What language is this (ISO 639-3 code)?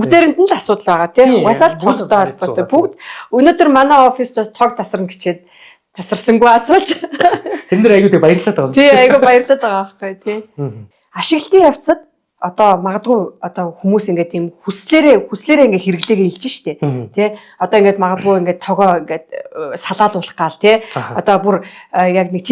mon